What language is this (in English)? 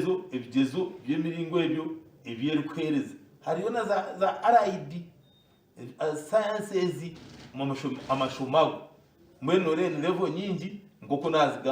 Nyankole